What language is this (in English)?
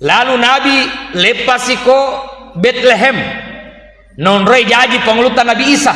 Buginese